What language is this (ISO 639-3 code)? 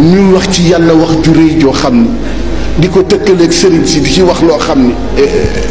wol